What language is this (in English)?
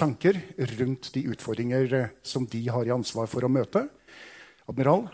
Norwegian